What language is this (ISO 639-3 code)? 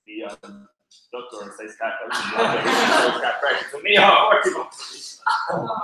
gle